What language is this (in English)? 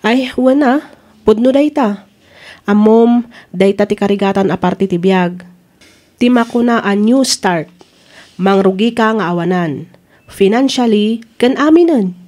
Iloko